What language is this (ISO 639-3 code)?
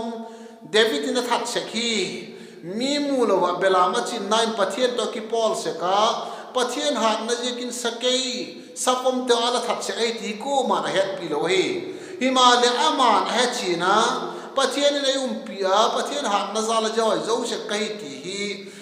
vap